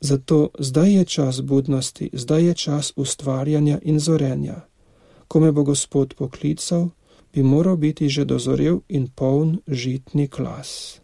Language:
Slovenian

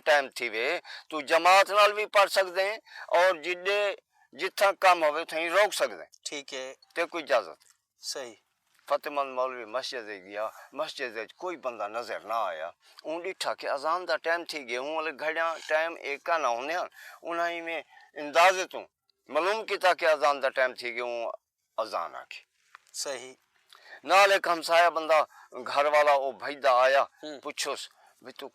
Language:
Saraiki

